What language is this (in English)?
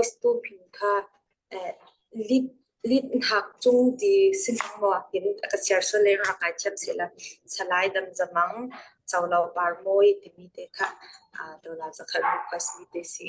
Falam Chin